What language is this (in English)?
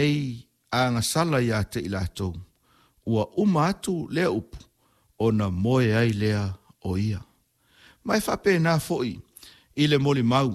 Samoan